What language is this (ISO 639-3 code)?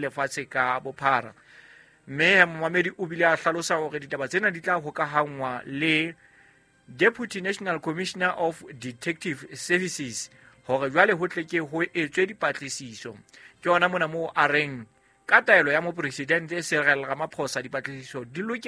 sot